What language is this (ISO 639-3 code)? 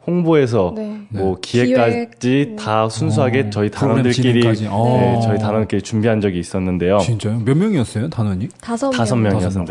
kor